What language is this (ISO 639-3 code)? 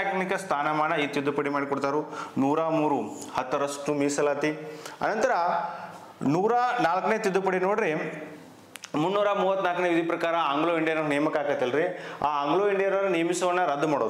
kan